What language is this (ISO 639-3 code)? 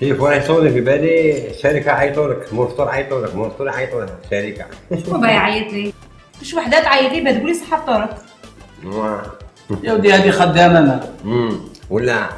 arq